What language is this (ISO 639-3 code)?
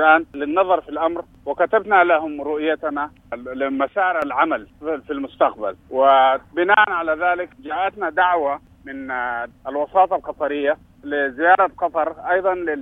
apd